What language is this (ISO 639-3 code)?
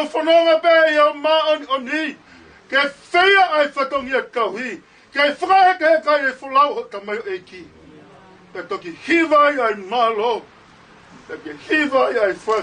ton